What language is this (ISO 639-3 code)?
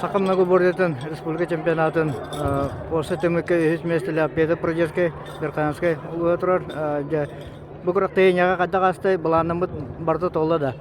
sah